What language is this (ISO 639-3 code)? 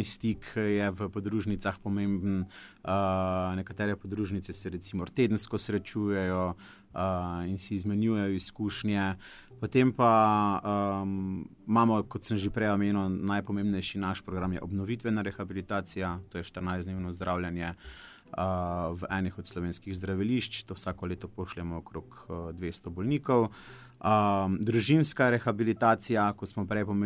slv